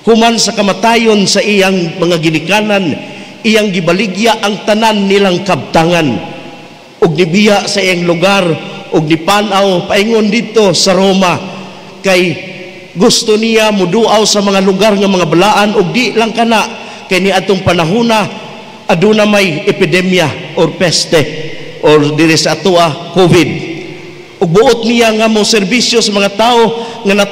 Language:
Cebuano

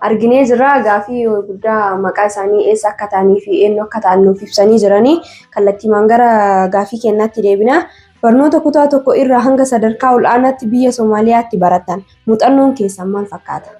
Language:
Oromo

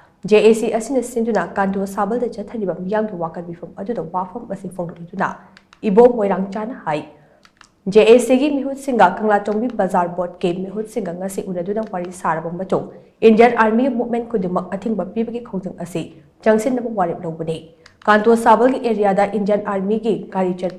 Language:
Manipuri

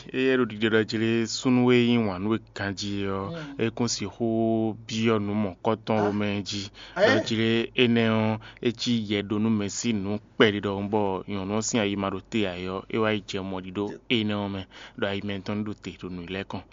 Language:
Fon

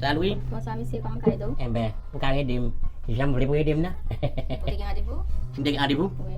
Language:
Haitian Creole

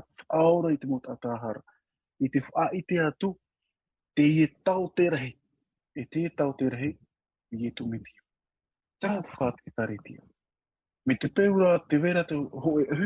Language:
Tahitian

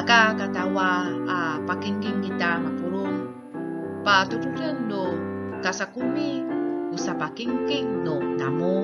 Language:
Amis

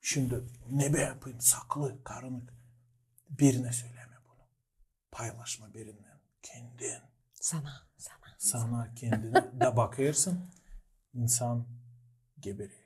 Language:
Gagauz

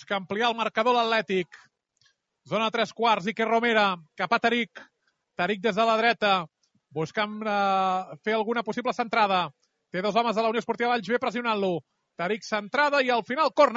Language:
Catalan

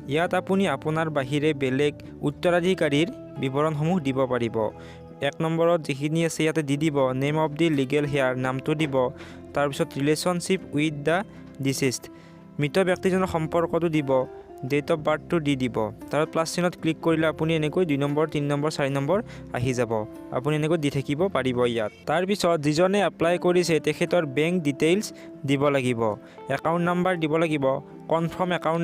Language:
Assamese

